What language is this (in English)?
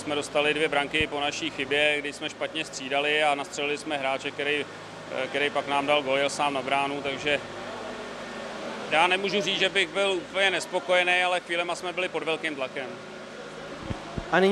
Czech